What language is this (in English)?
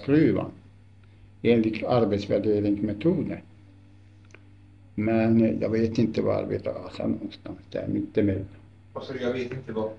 Swedish